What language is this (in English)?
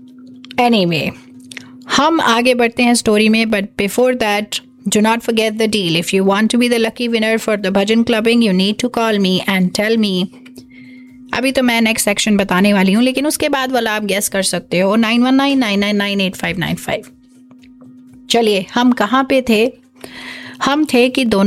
Hindi